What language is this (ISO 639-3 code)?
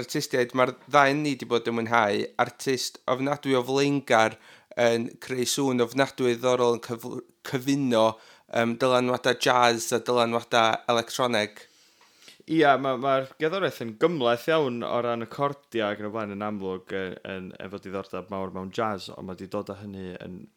cym